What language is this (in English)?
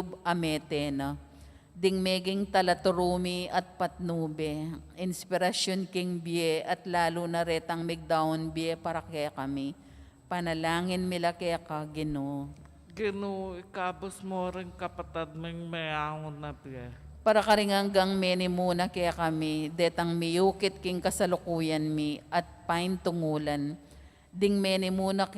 Pampanga